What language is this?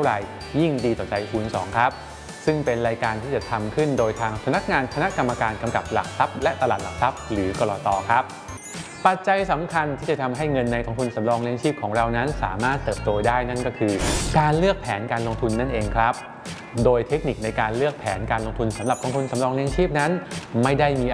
Thai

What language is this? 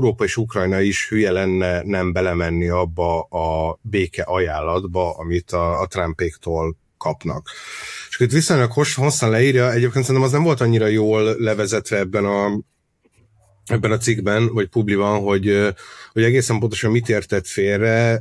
Hungarian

